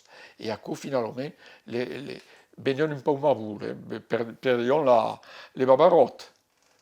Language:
Occitan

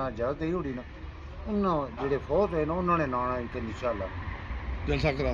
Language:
Pahari-Potwari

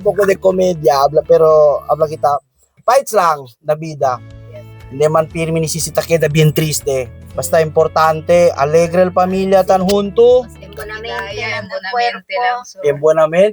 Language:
Chavacano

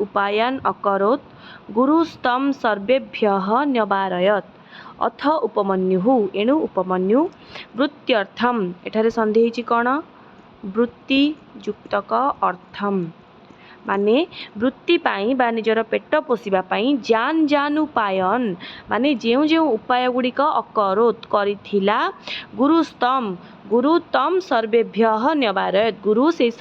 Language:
Odia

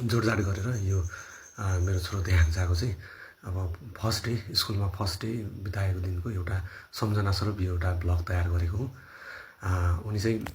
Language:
Nepali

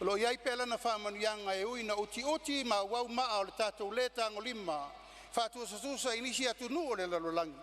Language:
Samoan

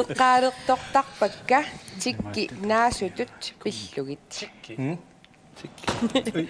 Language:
Kalaallisut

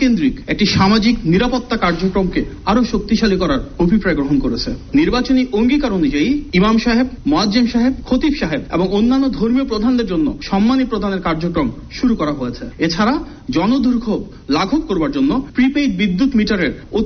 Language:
Bangla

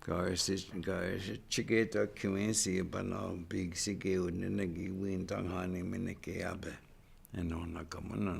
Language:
Chippewa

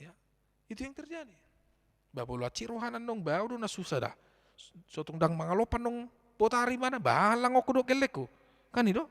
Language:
Batak Toba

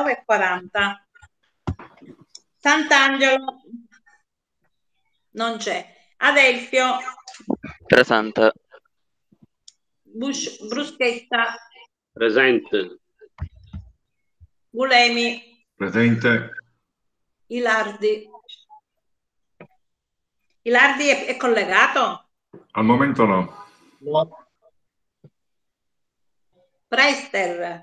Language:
Italian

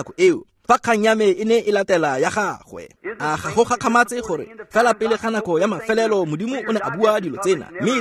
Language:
Tswana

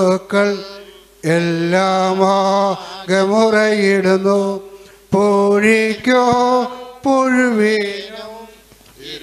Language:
Malayalam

